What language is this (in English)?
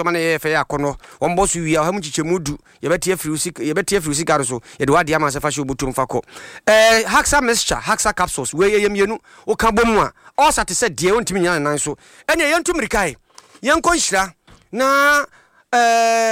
Akan